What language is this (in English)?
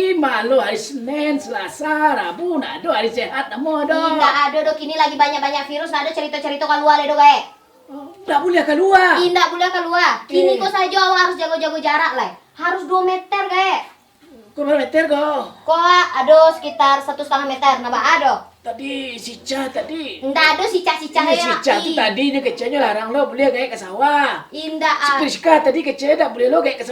Minangkabau